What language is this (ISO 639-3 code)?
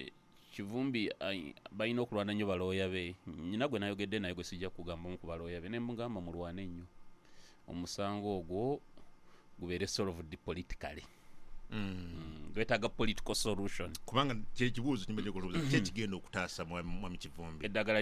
lug